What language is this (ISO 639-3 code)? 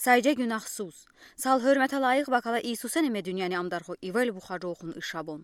udi